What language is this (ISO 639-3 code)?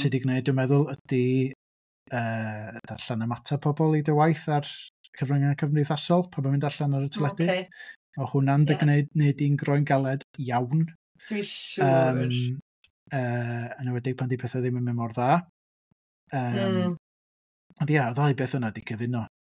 cym